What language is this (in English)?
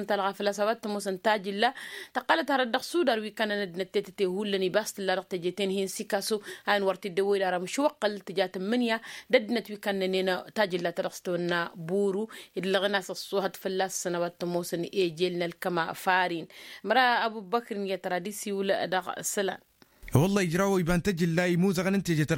Tamasheq